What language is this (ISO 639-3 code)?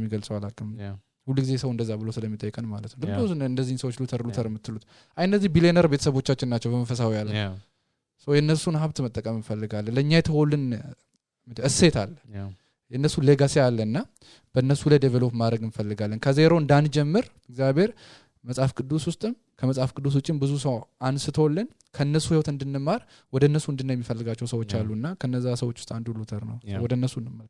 amh